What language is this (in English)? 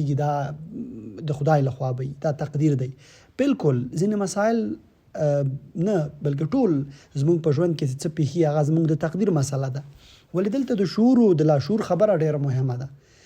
Pashto